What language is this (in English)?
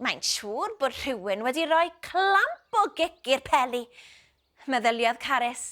Welsh